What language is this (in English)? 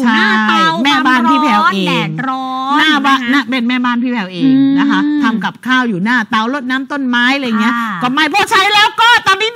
Thai